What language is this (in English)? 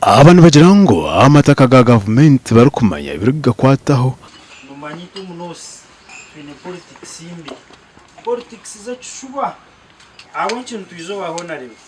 Nyankole